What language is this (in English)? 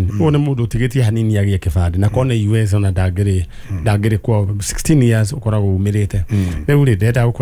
Kikuyu